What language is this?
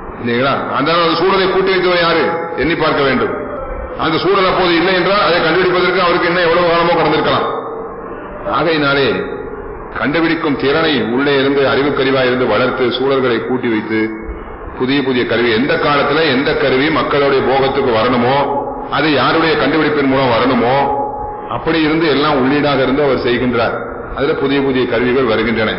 Tamil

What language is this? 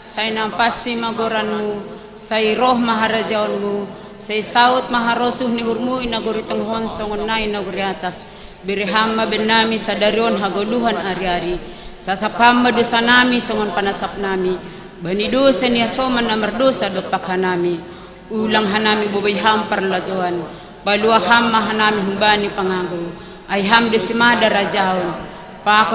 Batak Simalungun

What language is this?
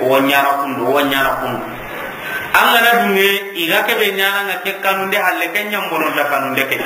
Soninke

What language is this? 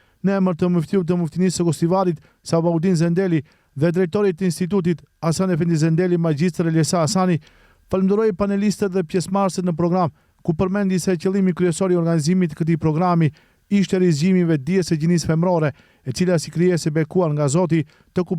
Albanian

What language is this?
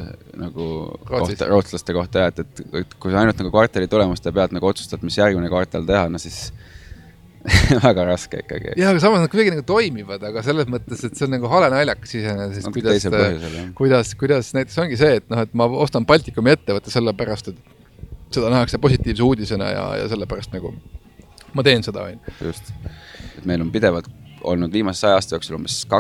Estonian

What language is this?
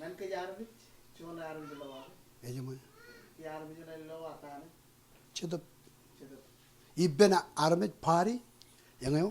Marshallese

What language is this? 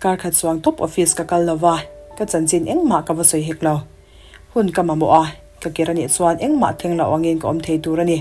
Mizo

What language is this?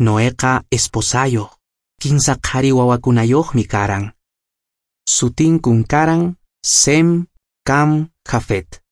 Quechua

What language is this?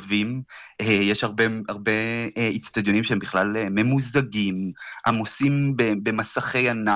Hebrew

